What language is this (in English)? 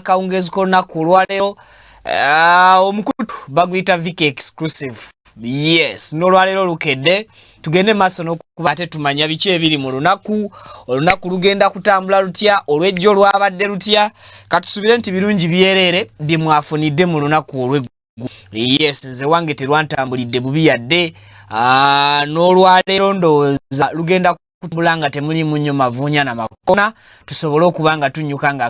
Ganda